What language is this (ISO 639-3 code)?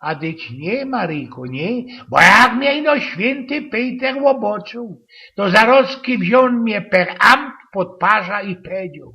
szl